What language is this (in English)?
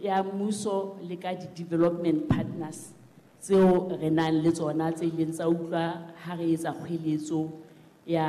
Southern Sotho